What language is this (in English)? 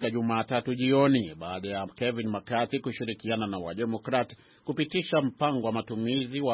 Swahili